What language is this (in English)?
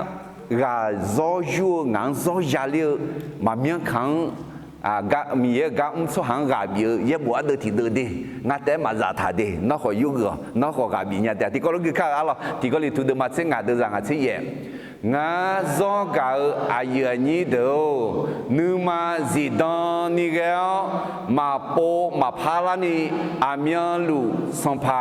Akha